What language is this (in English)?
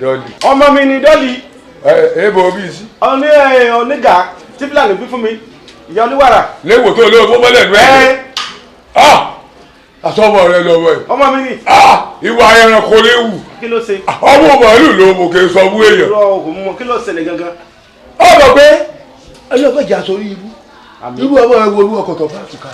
Yoruba